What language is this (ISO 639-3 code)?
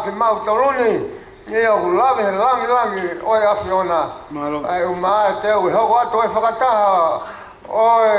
ton